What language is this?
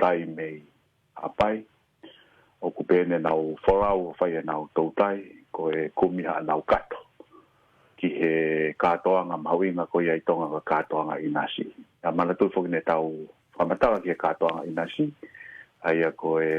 Tongan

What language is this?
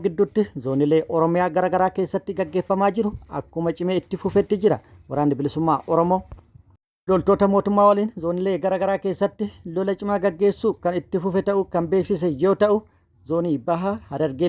Oromo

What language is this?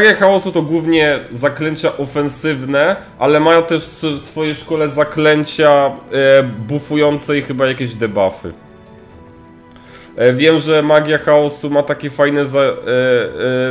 Polish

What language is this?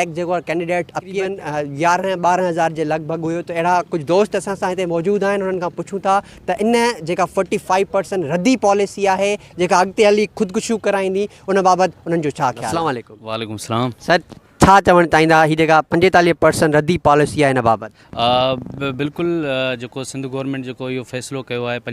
Sindhi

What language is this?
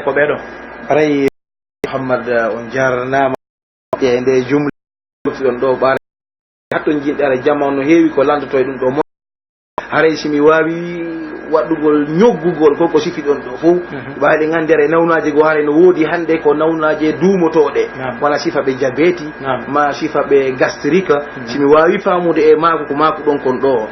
Pular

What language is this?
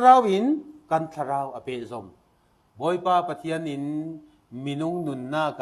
Falam Chin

